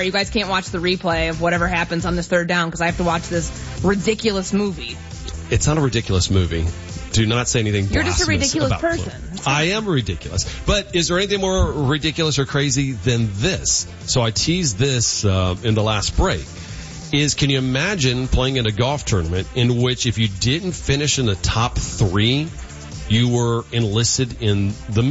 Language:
English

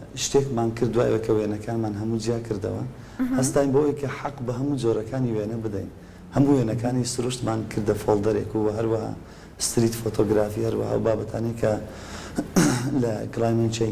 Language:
Central Kurdish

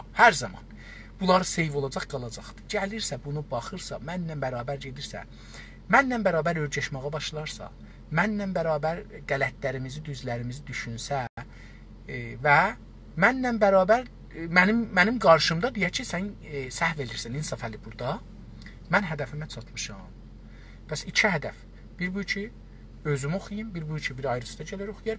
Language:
South Azerbaijani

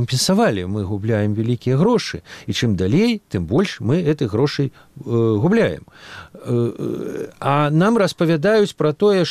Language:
Belarusian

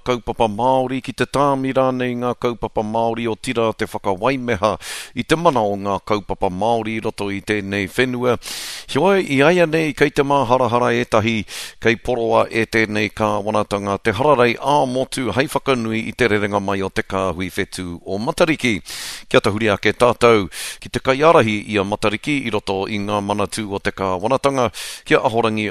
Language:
Māori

